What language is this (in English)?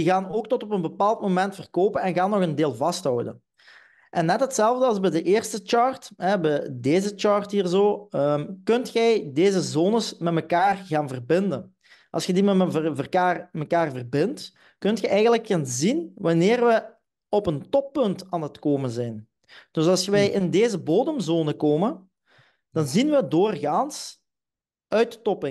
Dutch